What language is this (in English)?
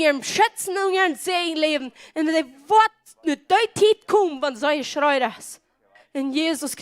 Plautdietsch